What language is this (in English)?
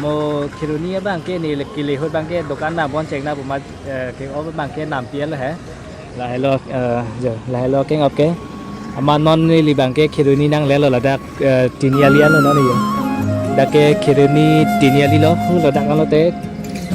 Karbi